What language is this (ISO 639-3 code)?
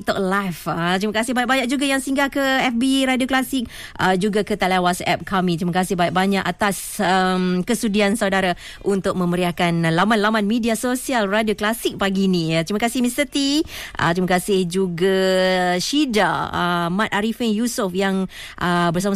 msa